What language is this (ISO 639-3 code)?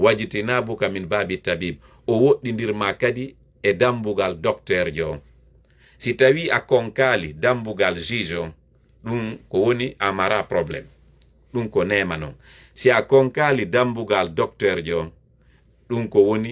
ful